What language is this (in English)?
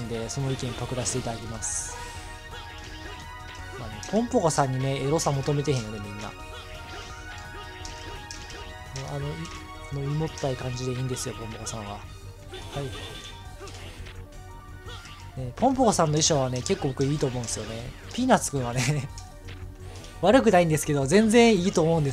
Japanese